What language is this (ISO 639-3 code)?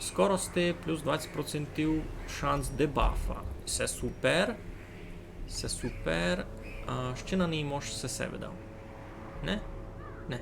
rue